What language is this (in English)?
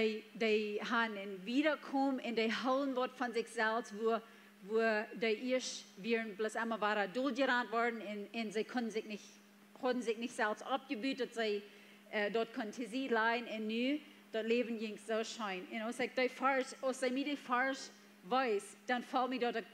Plautdietsch